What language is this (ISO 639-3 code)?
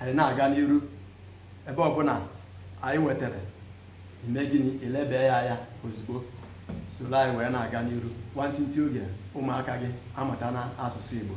ibo